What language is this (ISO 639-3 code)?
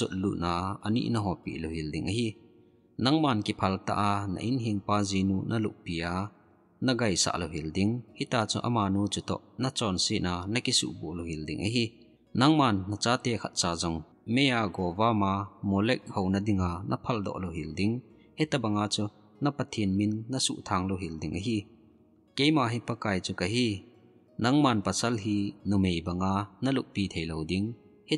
tcz